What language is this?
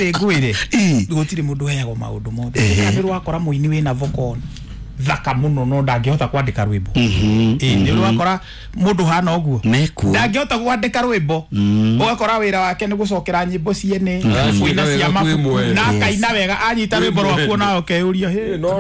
Kikuyu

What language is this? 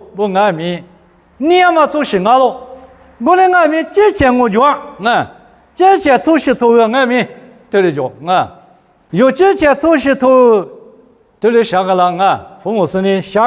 Lisu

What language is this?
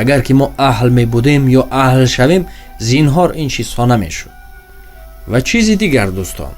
Tajik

